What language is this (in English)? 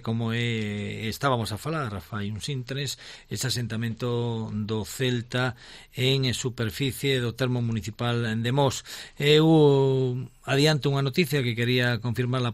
Galician